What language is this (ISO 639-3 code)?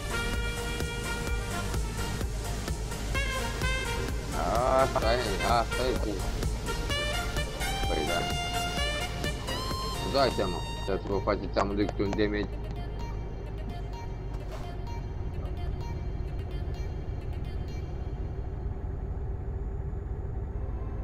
ron